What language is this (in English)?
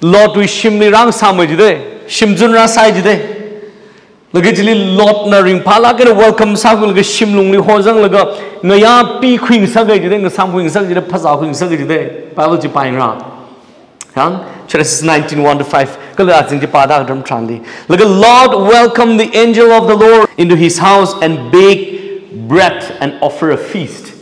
Tangkhul Naga (India)